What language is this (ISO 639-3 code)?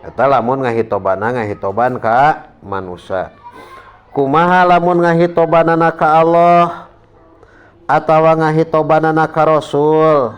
sun